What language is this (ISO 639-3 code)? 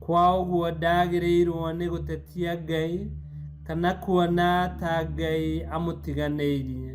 kik